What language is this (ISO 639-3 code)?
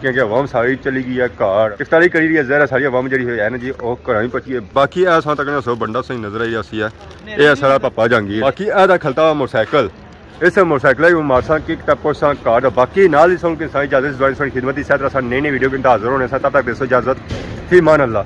phr